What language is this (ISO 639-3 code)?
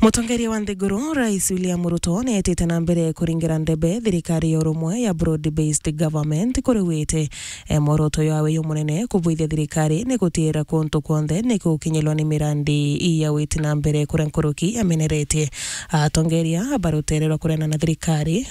mer